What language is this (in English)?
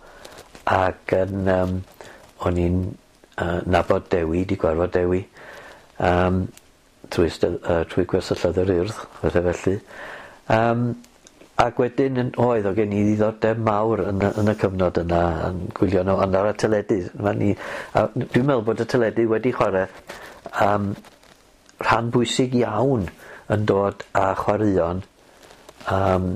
Welsh